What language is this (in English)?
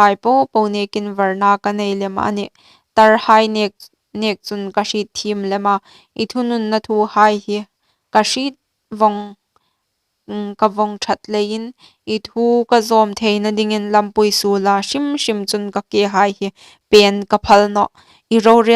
Hmar